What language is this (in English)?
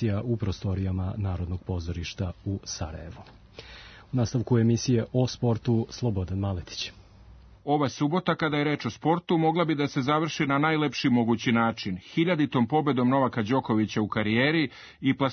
Serbian